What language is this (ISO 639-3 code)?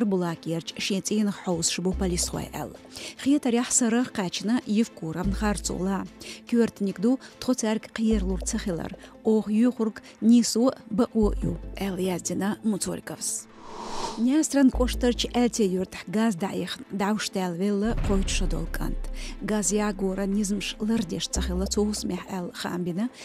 che